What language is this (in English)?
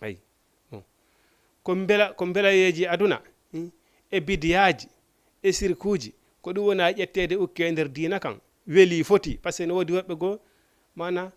Fula